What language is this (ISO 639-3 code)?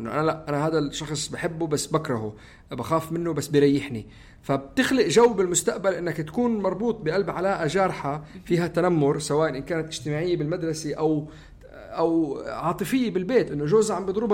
apc